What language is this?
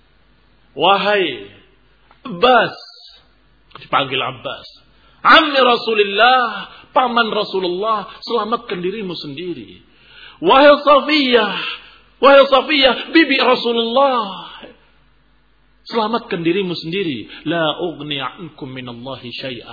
Indonesian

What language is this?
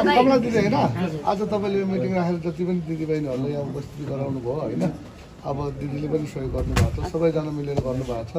Nepali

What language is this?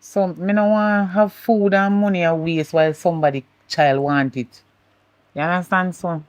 Jamaican Creole English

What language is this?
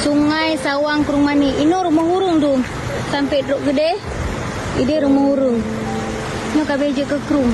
Achinese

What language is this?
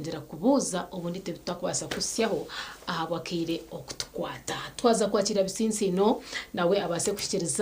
Nyankole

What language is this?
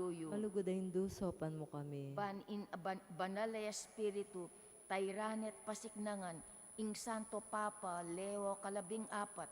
Pampanga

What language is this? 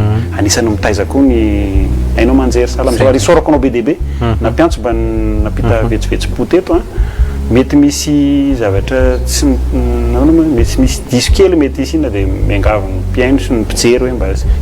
Malagasy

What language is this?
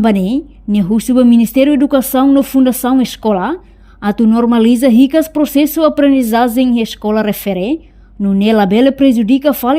Tetum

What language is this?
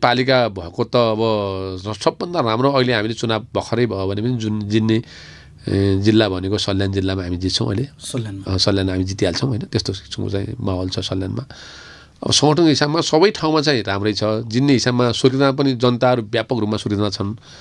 Nepali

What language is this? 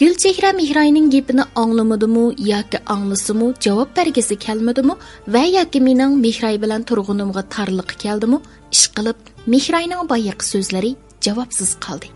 Uyghur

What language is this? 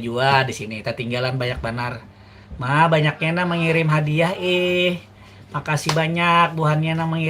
Banjar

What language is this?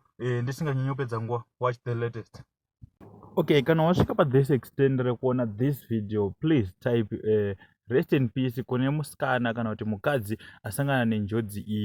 Shona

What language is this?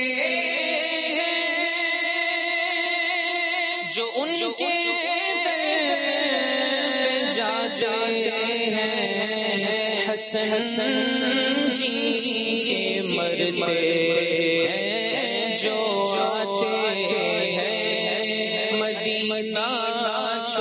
Urdu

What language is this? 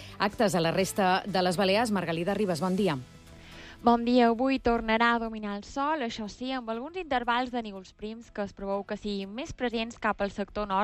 Catalan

